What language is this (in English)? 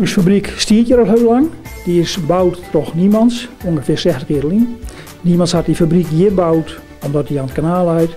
Western Frisian